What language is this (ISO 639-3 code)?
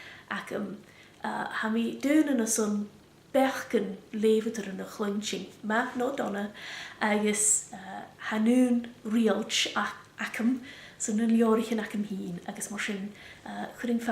gla